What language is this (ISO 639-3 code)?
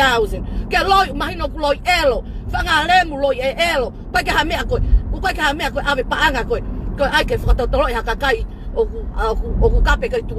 ton